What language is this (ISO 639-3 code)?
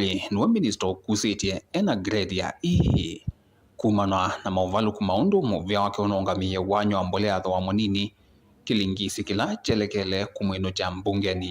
kam